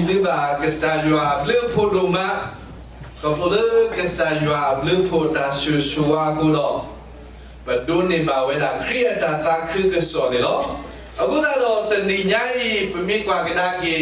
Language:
S'gaw Karen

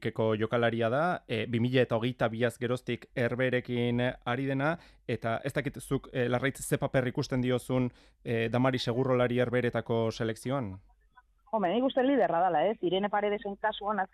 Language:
Basque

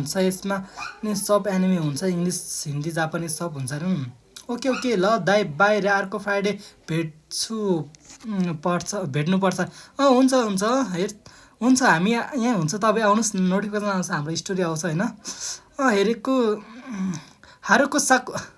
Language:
Nepali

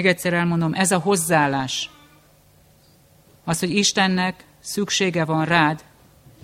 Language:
Hungarian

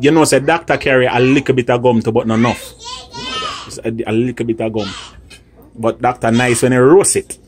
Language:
Jamaican Creole English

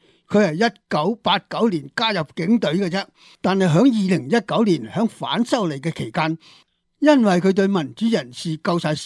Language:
Cantonese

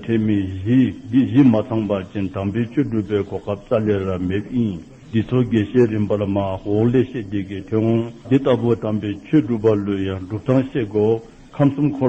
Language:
Dzongkha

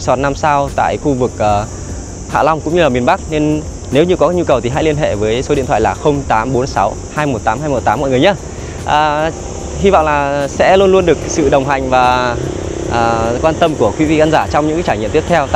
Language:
Vietnamese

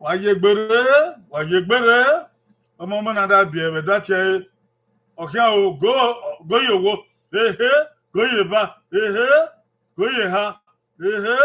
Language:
Bini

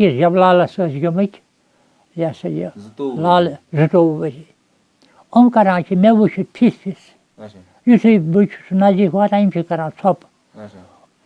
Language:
Kashmiri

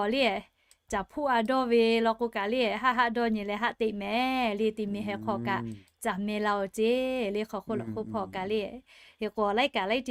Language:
Lahu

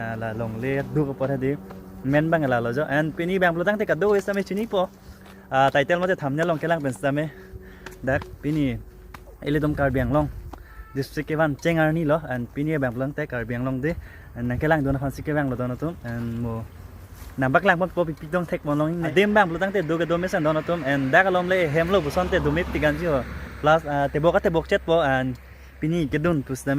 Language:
Karbi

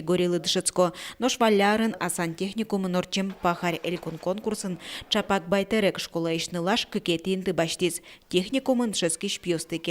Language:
Udmurt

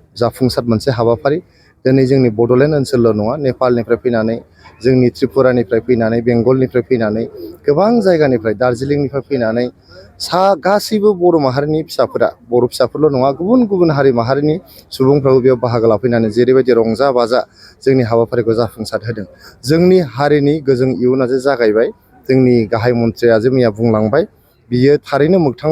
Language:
Bodo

